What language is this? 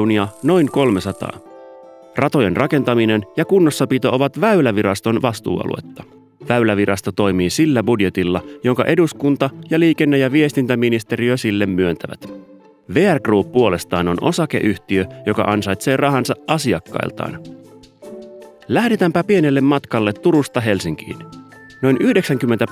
Finnish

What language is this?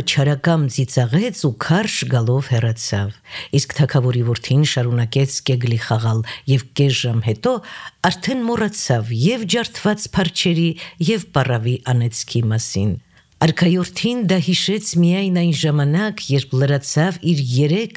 Armenian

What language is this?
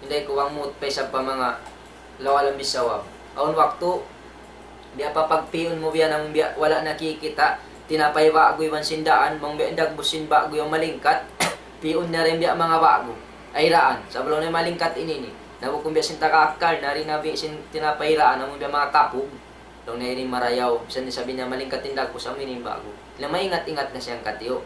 Tausug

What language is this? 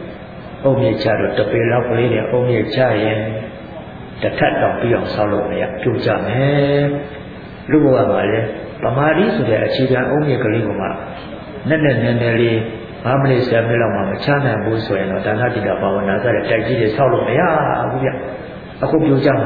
Burmese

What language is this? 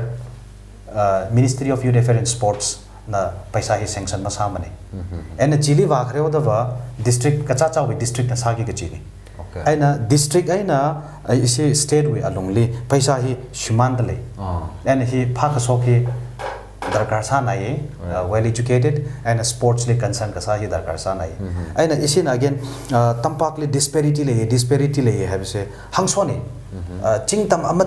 Tangkhul Naga (India)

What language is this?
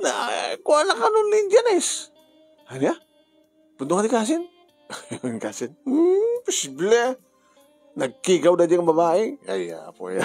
Iloko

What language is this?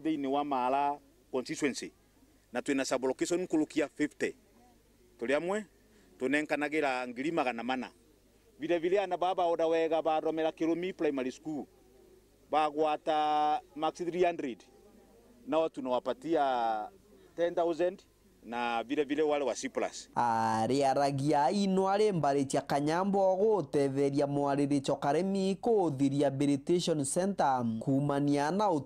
Meru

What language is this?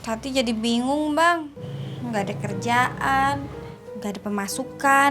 Betawi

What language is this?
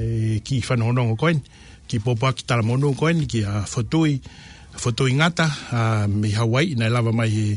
Tongan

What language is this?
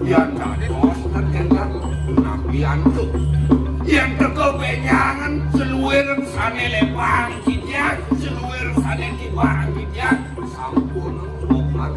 Balinese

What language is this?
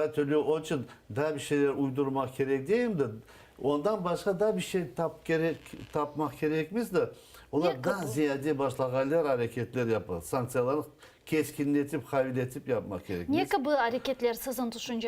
Crimean Tatar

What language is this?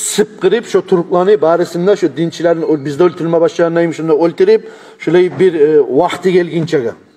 Kumyk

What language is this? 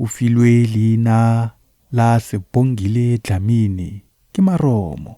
Tswana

